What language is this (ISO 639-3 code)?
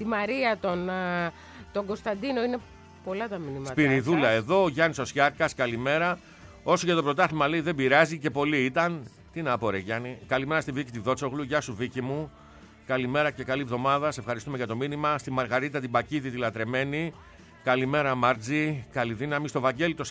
ell